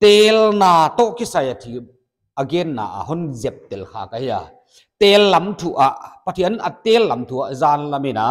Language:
Paite Chin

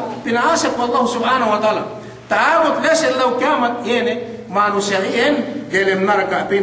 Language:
Yakan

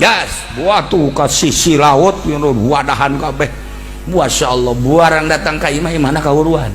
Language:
Sundanese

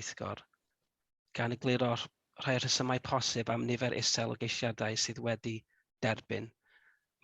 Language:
Welsh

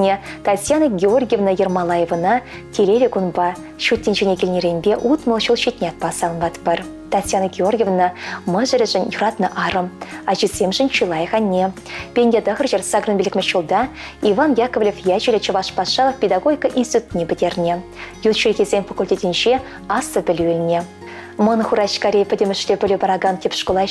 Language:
Chuvash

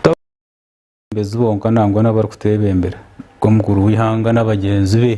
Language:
Nyankole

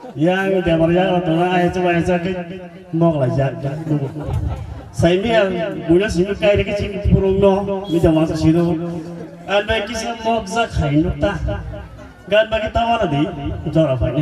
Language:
Kok Borok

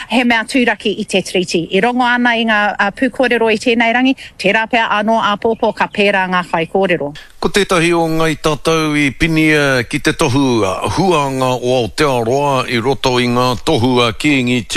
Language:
Māori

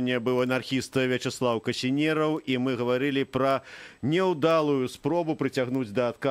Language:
Belarusian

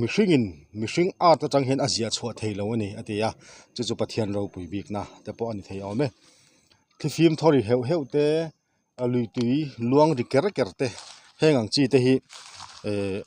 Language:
Mizo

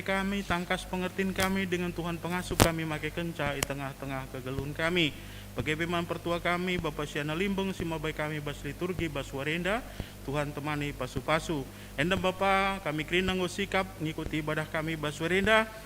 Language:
Batak Karo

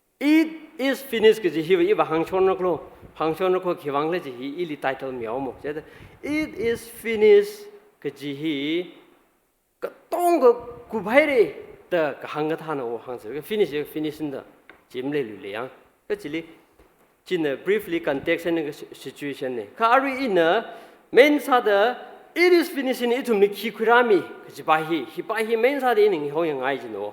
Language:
Tangkhul Naga (India)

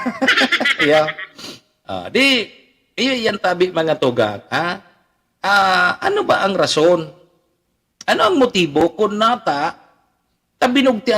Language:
Bikol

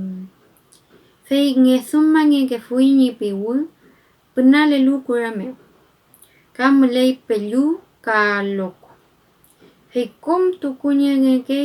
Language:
Mapuche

